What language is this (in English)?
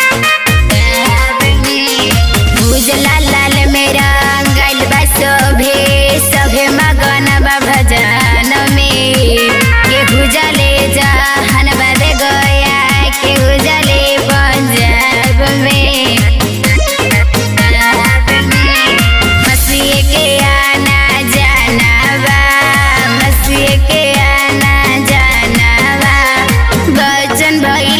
Bhojpuri